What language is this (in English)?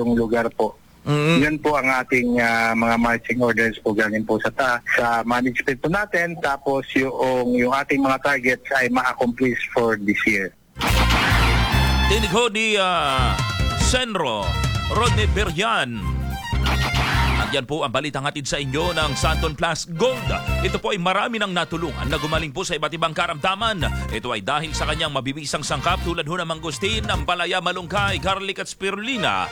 Filipino